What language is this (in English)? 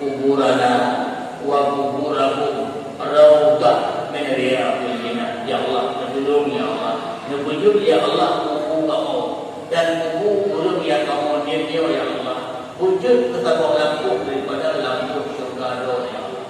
Achinese